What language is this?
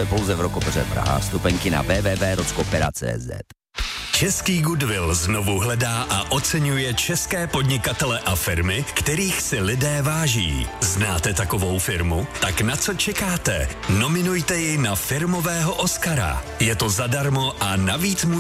Czech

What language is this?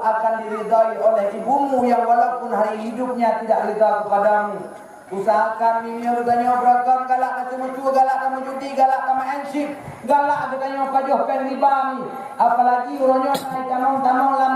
Achinese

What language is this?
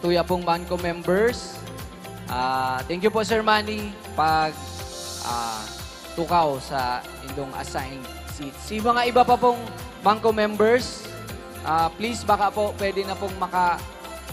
Bikol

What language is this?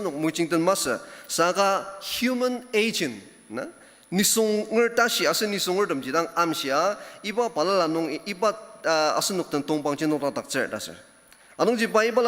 Ao Naga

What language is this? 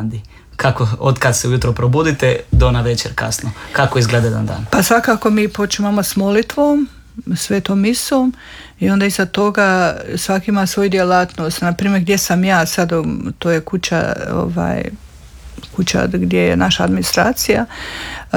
Croatian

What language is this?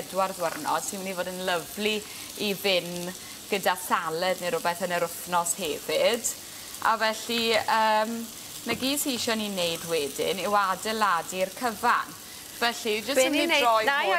Welsh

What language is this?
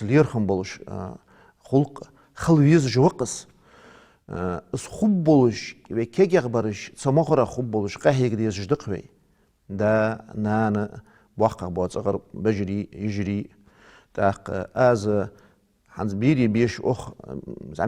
Ingush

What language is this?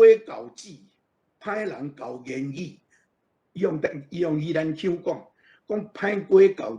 Min Nan Chinese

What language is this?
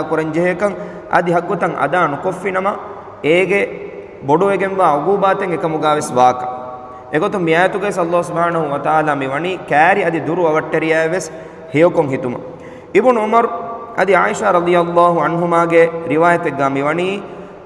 Divehi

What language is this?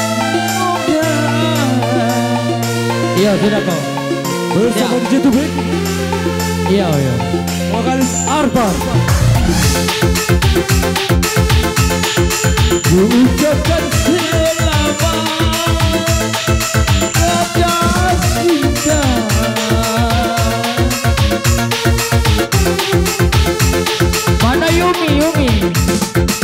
Indonesian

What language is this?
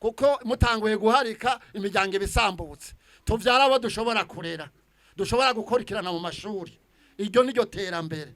Rundi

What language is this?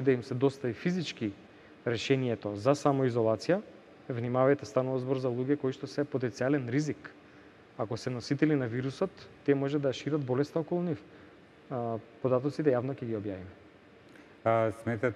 Macedonian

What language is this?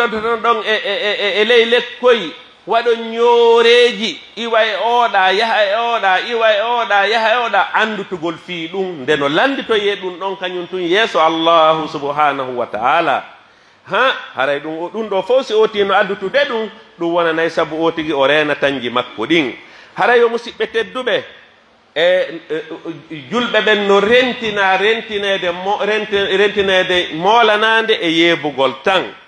Pular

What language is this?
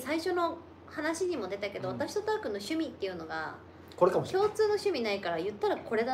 Japanese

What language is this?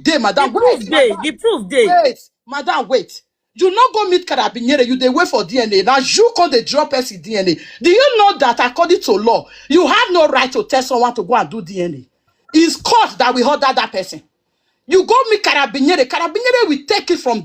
Nigerian Pidgin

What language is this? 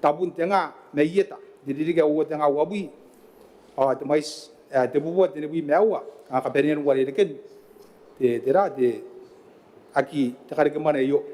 Gilbertese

